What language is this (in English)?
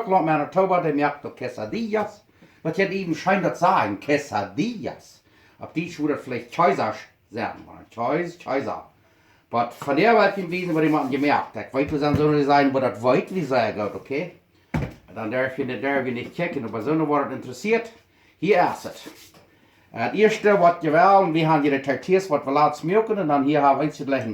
Plautdietsch